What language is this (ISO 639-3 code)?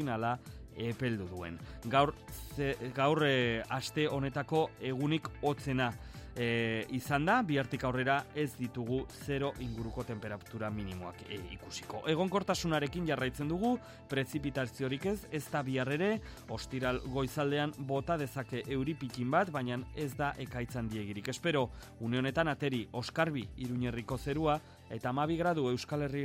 eus